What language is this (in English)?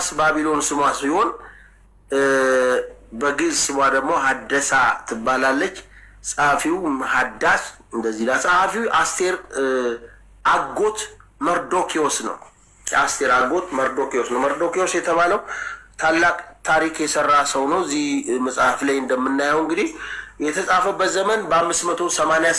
Amharic